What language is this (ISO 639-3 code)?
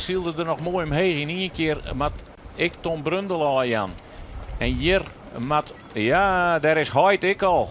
fry